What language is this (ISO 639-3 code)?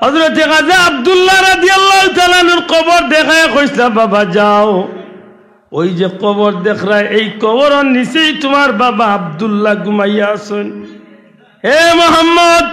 syl